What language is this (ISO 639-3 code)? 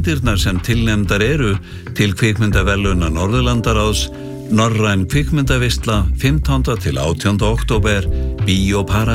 isl